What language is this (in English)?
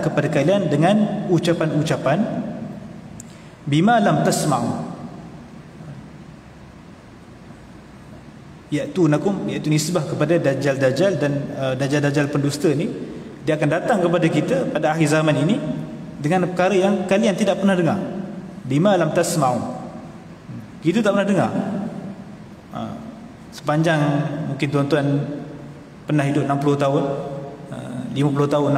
Malay